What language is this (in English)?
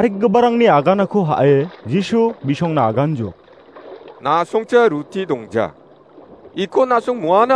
Garo